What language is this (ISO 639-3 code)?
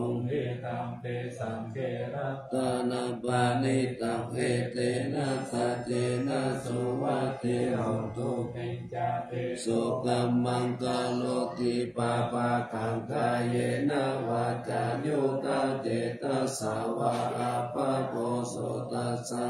pli